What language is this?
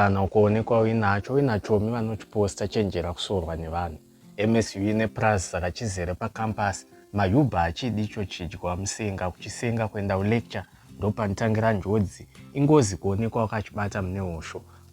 Shona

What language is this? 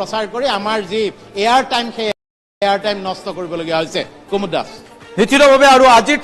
Assamese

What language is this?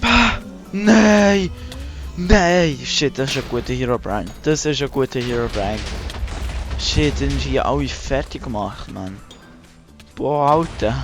Swiss German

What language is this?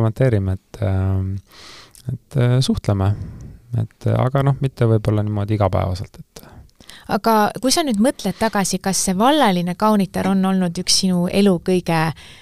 Estonian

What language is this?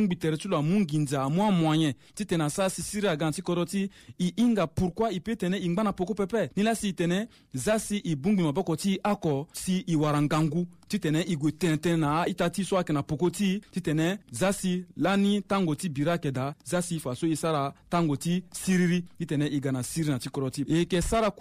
Sango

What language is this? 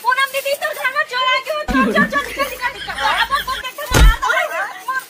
Chhattisgarhi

